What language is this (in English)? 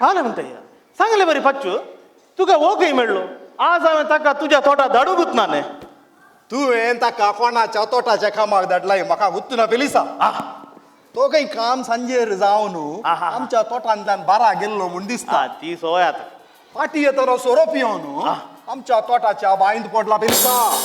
Konkani